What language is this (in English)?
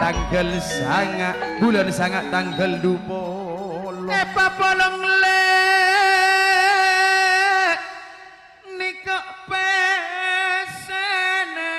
Madurese